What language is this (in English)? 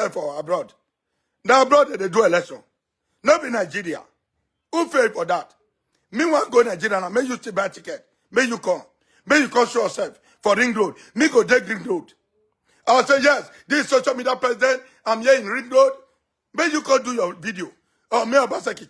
Nigerian Pidgin